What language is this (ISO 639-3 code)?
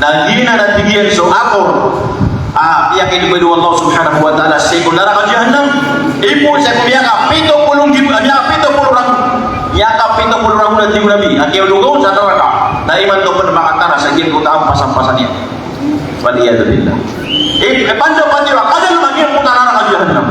mrw